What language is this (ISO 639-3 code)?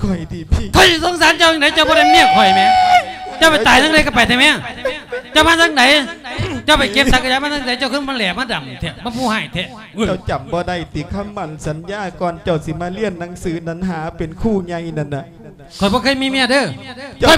lao